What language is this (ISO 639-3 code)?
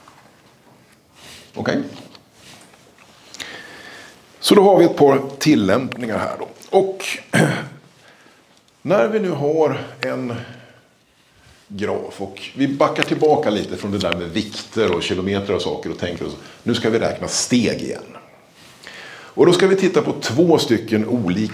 swe